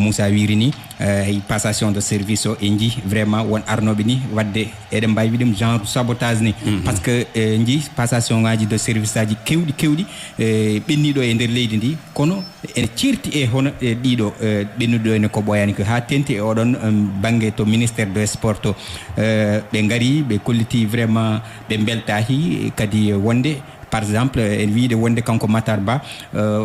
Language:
Fula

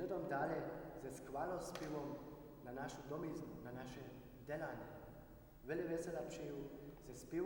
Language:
Upper Sorbian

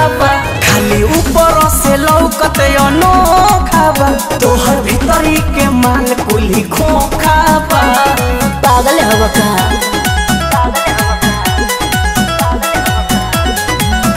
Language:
Bhojpuri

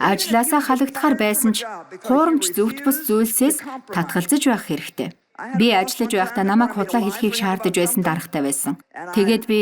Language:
Mongolian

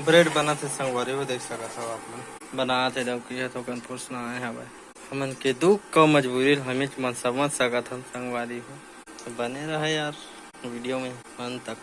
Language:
Chhattisgarhi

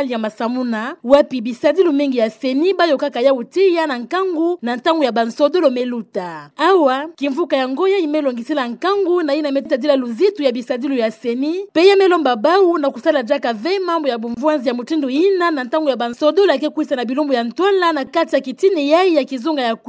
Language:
Kituba (Democratic Republic of Congo)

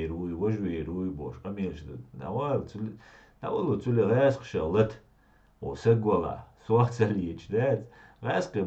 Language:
Chechen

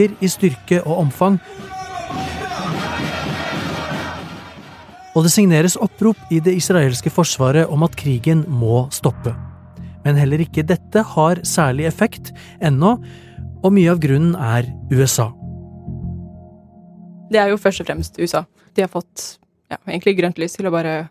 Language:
Norwegian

